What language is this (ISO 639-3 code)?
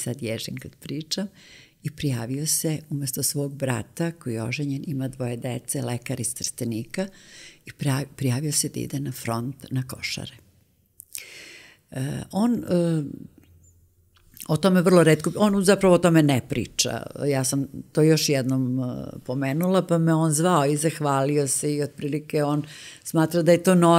srp